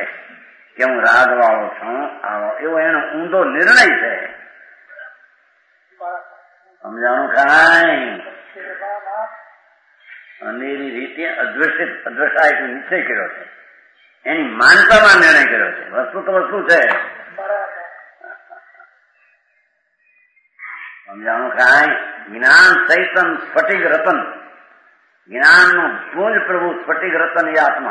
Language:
Gujarati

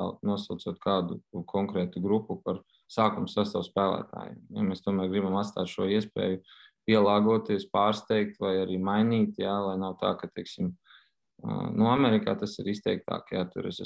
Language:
Latvian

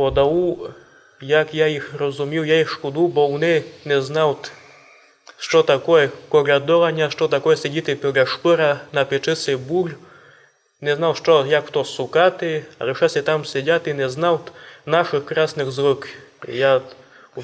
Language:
Rusyn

